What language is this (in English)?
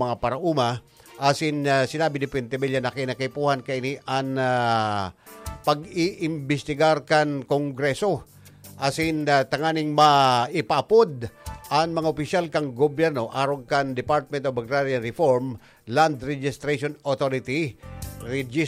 Bikol